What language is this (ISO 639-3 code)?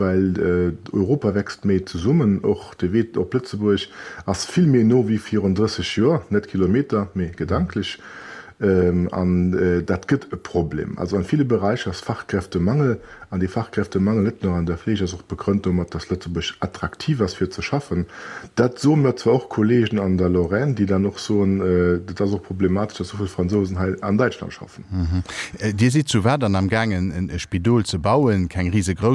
ltz